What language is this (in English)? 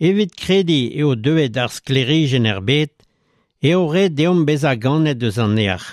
Breton